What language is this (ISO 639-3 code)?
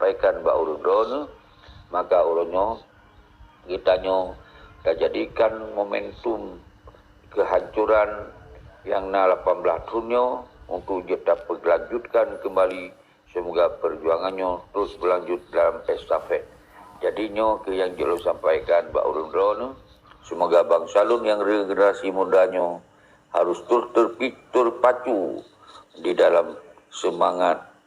ace